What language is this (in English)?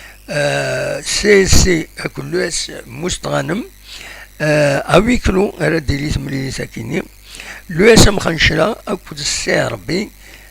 Kabyle